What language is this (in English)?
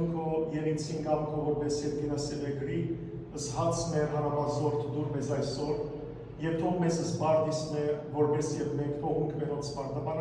Western Armenian